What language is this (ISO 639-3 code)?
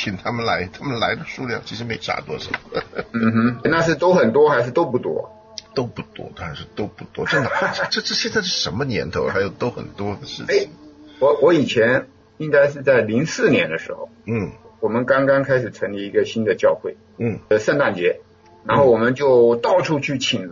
zho